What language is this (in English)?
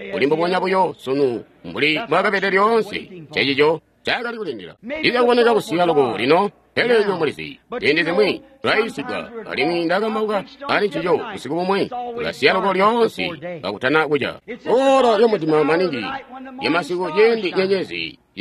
Tonga (Zambia)